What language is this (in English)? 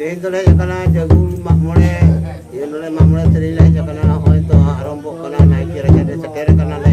Santali